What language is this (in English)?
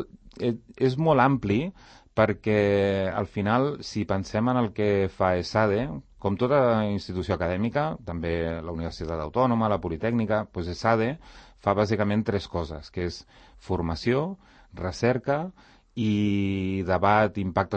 Catalan